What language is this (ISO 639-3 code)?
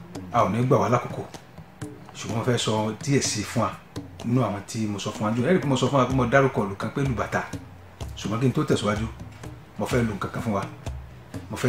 yor